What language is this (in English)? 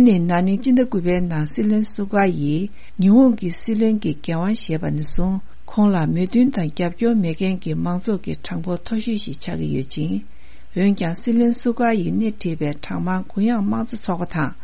Tibetan